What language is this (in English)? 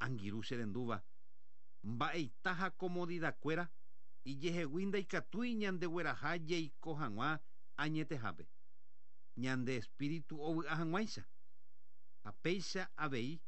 Guarani